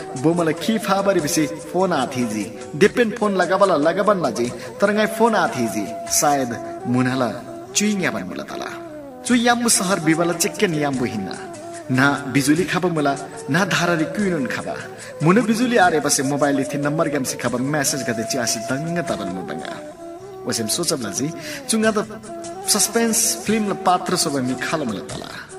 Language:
Eastern Tamang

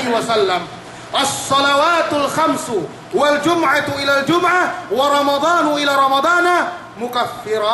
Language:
Yakan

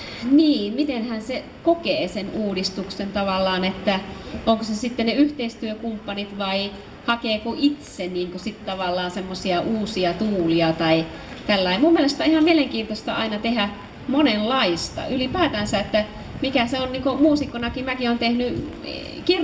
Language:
Finnish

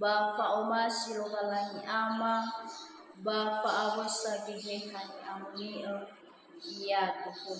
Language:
Nias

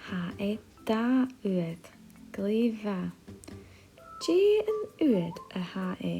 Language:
Scottish Gaelic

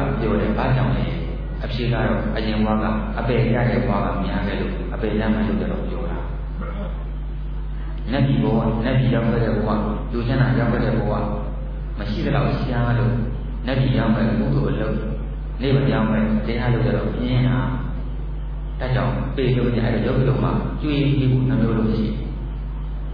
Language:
Burmese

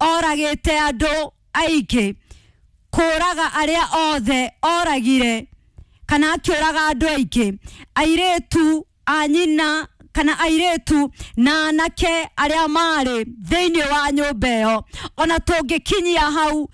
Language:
Kikuyu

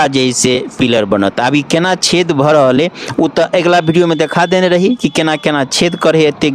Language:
Maithili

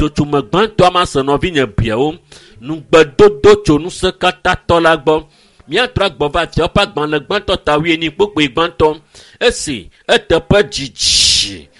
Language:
Ewe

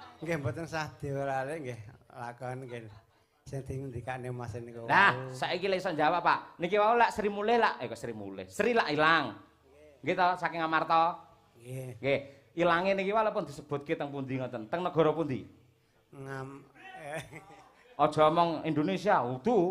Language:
Javanese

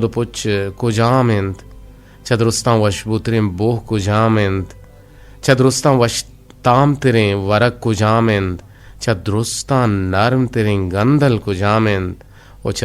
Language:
Eastern Balochi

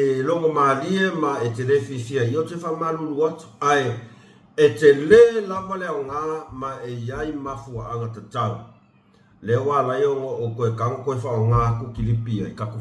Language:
Samoan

